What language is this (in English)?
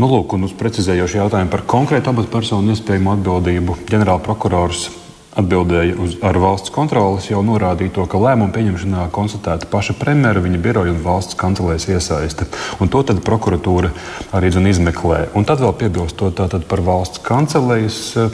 Latvian